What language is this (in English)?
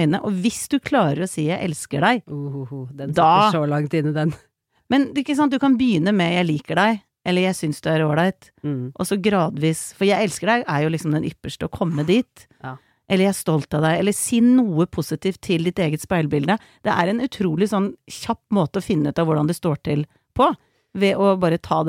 Norwegian